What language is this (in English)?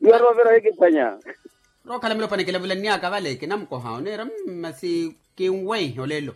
Makhuwa